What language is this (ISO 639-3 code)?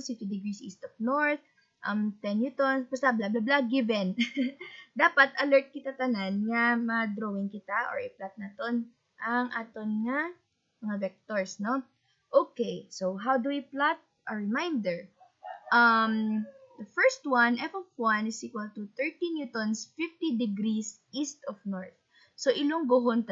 hil